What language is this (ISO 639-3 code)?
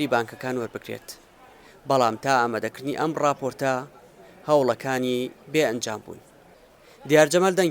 ckb